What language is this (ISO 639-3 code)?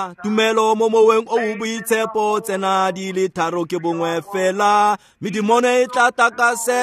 tsn